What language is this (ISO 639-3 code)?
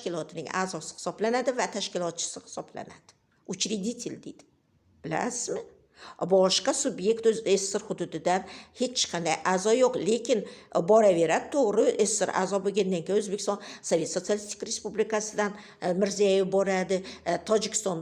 uzb